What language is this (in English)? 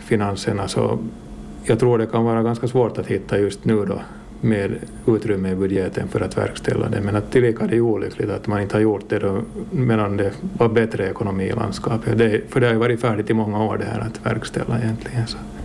Swedish